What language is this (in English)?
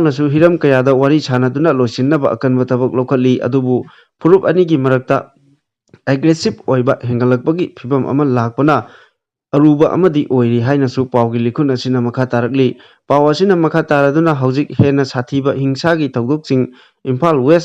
Manipuri